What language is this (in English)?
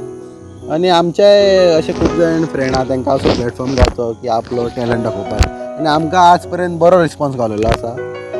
Konkani